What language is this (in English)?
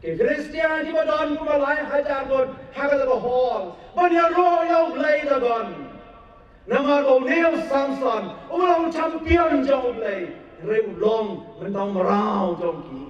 Khasi